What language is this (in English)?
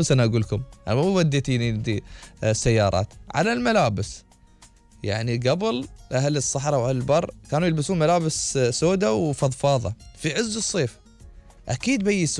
Gulf Arabic